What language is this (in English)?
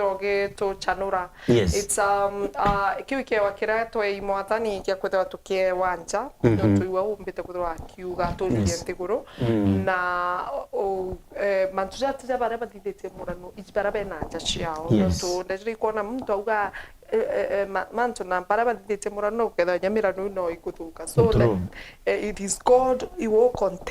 Meru